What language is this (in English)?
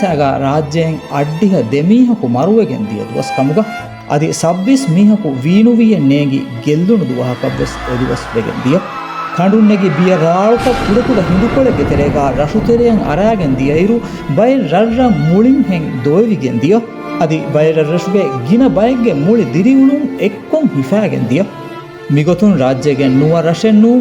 Divehi